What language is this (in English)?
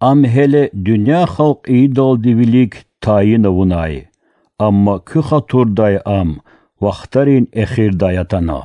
Lezghian